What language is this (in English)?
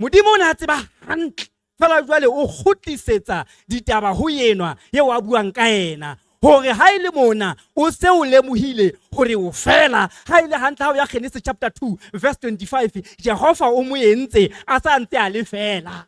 Southern Sotho